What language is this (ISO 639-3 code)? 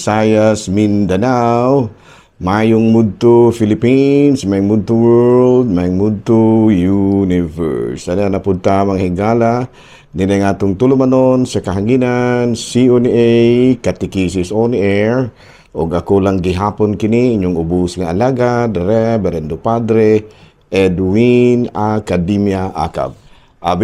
ceb